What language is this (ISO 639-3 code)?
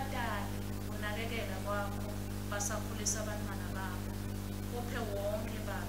ssw